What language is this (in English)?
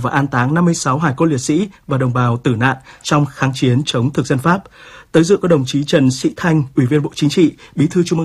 Vietnamese